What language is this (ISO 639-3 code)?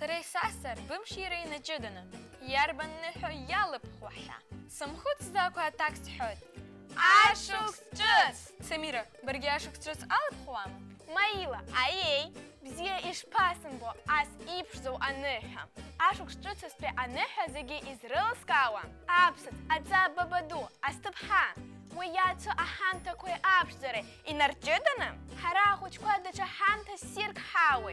abk